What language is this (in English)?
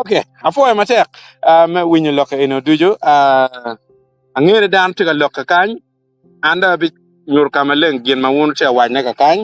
Acoli